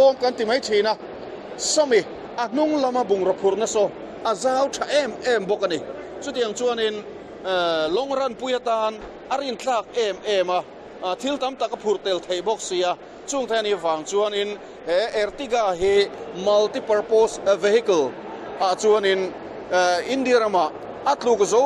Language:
Mizo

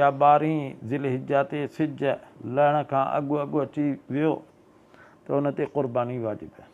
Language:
Sindhi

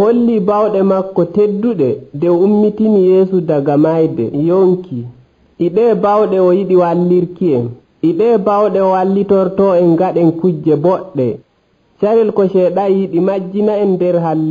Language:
Nigerian Fulfulde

